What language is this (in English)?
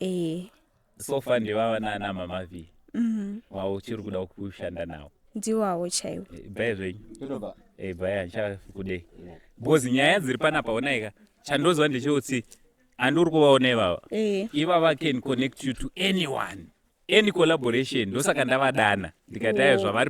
Shona